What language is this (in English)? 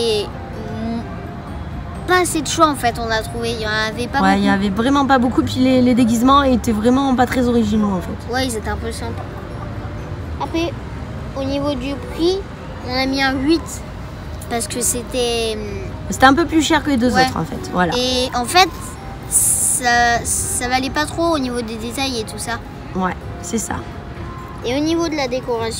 French